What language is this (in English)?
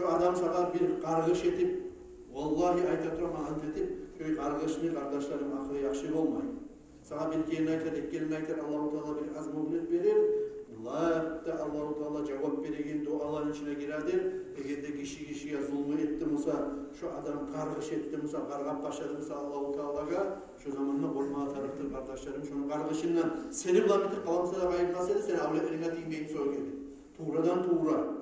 Kumyk